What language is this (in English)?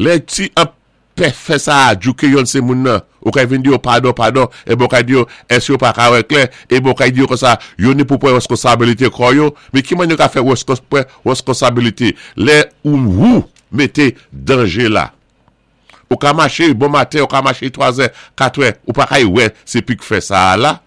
Saint Lucian Creole French